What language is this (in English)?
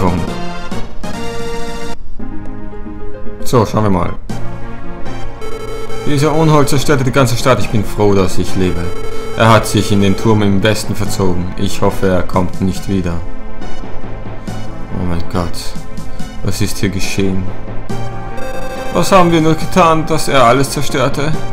German